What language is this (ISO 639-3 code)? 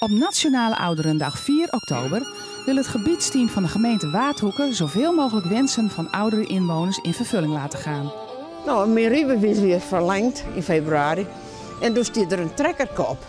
fry